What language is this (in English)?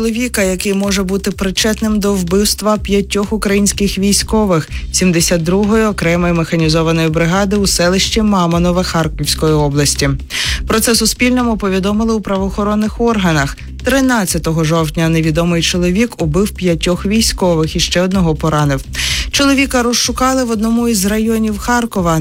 Ukrainian